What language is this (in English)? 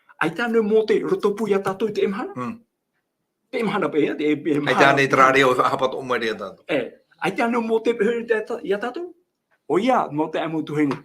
Tahitian